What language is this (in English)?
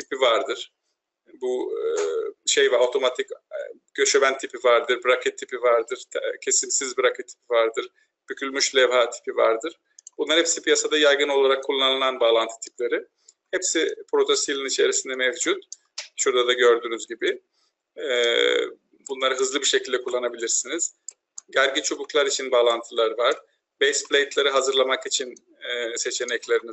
Turkish